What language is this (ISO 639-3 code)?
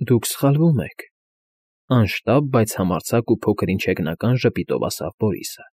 hye